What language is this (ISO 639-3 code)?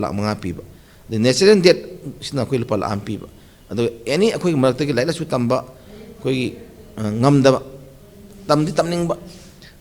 mni